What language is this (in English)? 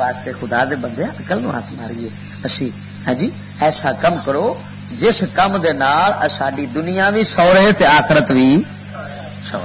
Western Panjabi